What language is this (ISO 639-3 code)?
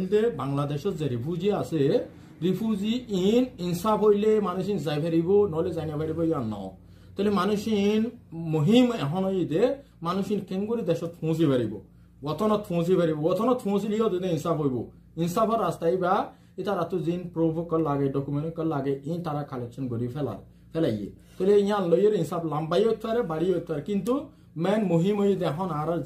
rhg